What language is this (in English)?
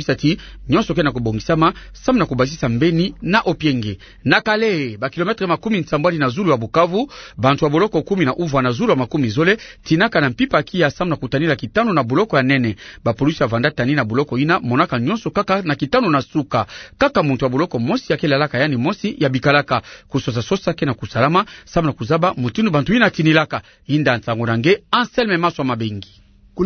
Kituba (Democratic Republic of Congo)